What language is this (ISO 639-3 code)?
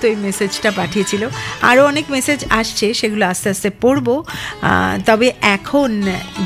ben